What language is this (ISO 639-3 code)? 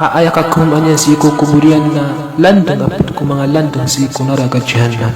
mrw